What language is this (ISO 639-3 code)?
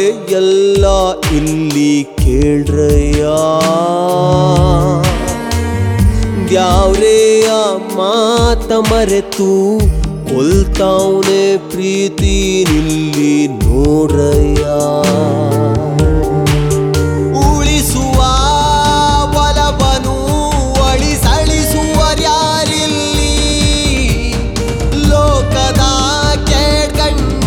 kan